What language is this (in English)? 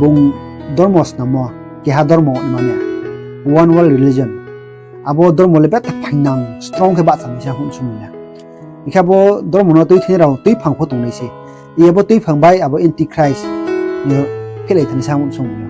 Riang (India)